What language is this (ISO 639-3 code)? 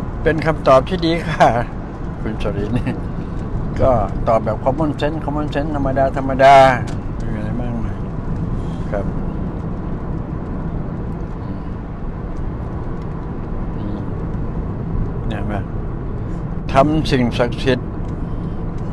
tha